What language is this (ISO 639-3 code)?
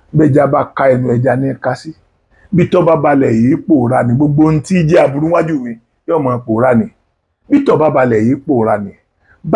yor